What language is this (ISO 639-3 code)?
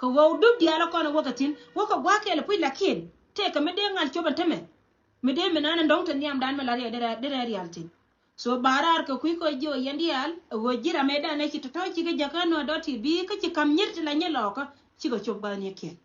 nus